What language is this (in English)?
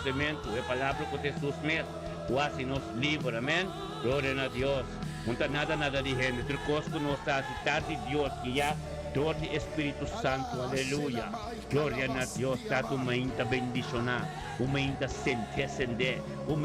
Papiamento